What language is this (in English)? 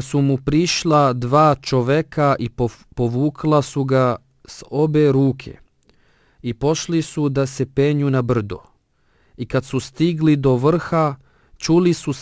Bosnian